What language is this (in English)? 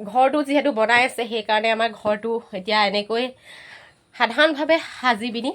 Assamese